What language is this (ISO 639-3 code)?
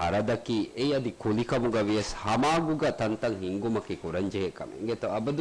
div